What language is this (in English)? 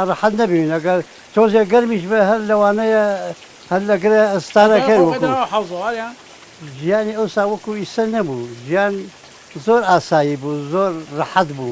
Central Kurdish